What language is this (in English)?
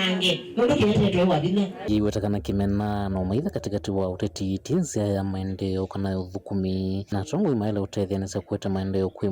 Kamba